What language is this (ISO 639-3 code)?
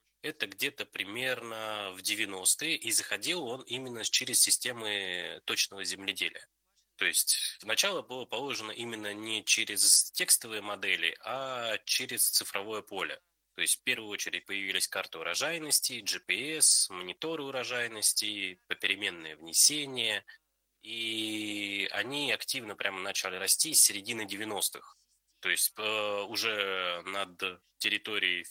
rus